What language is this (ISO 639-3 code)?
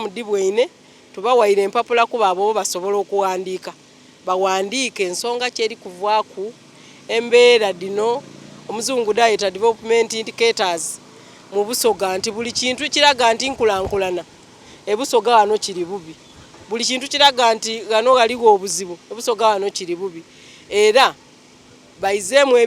xog